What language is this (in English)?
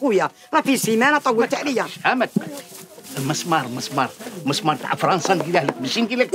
Algerian Arabic